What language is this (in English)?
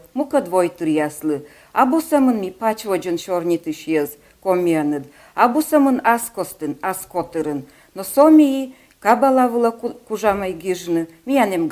Komi